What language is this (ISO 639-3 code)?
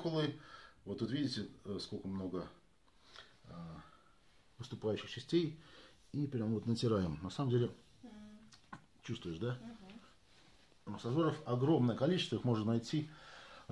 rus